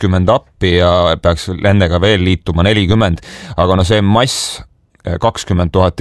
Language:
Estonian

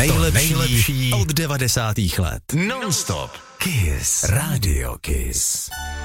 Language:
Czech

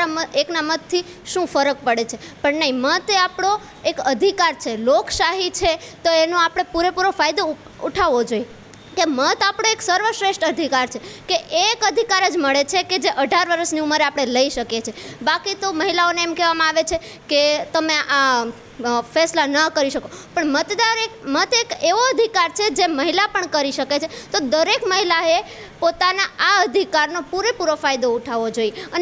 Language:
Gujarati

